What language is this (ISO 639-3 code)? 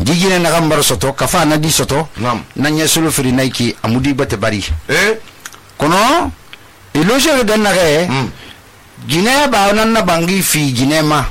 sus